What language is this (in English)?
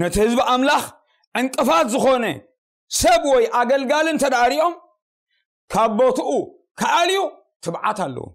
Tigrinya